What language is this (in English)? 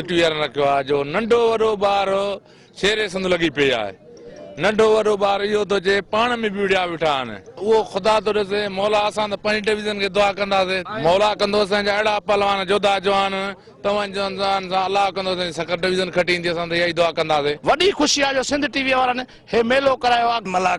Sindhi